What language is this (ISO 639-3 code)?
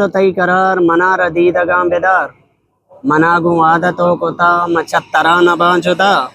bgp